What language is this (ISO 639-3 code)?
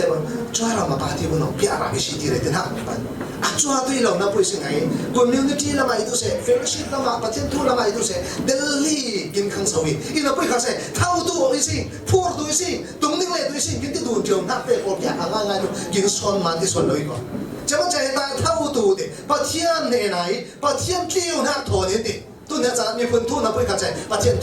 cfm